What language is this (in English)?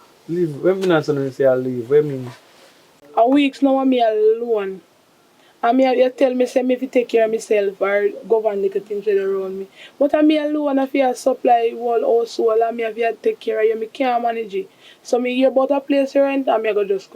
Jamaican Creole English